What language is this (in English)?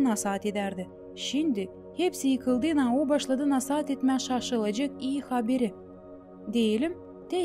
Gagauz